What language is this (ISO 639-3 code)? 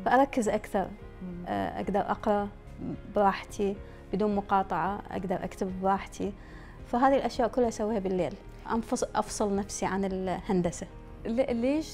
acm